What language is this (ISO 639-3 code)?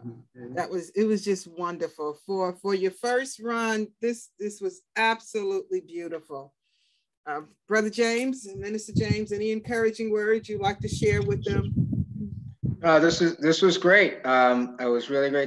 eng